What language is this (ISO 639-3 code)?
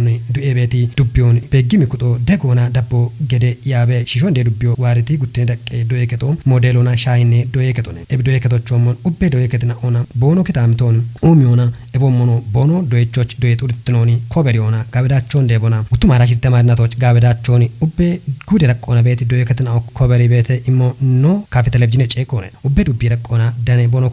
kbr